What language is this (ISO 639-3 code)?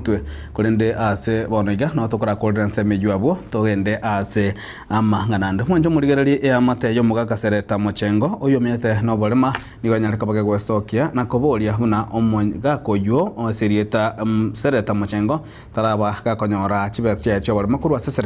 guz